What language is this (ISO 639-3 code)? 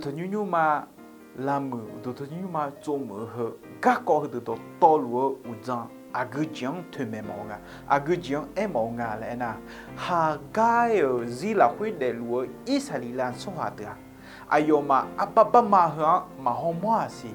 ahk